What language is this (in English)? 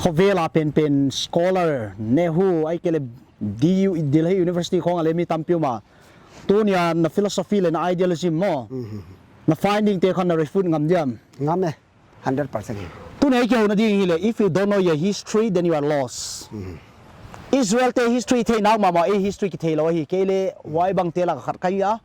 Paite Chin